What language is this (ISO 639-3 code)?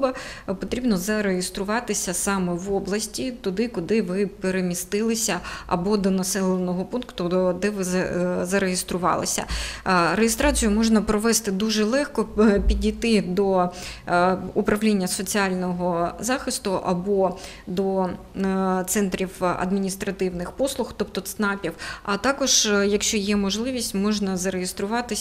ukr